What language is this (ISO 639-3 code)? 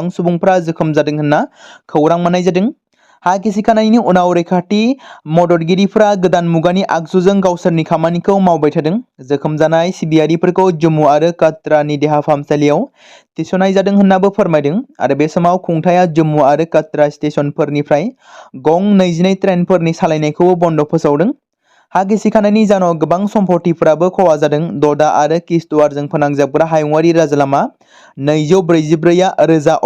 brx